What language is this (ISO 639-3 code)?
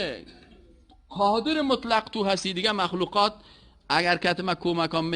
fas